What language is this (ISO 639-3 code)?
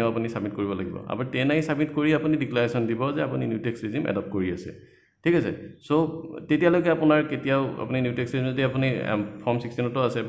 asm